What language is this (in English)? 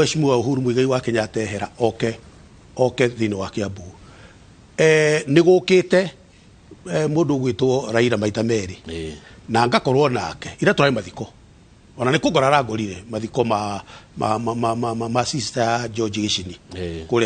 Kikuyu